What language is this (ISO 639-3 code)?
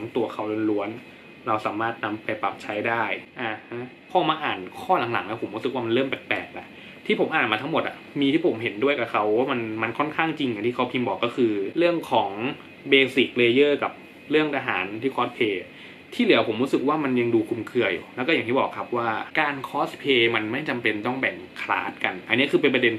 tha